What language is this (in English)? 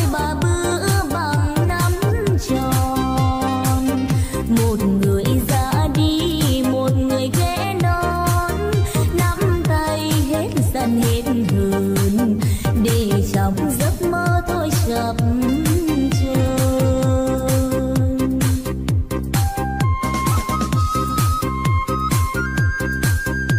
Vietnamese